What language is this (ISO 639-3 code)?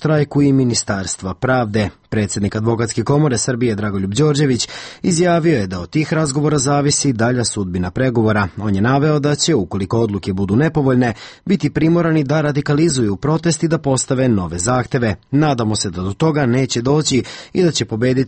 srp